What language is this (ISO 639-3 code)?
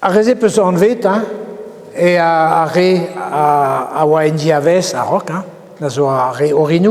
bre